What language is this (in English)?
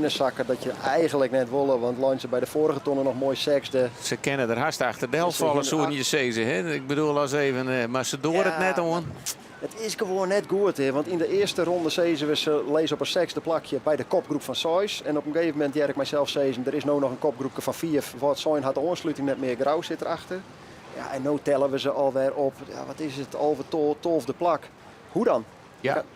Western Frisian